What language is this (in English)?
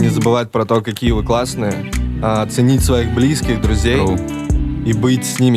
Russian